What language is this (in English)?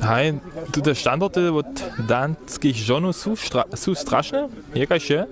Upper Sorbian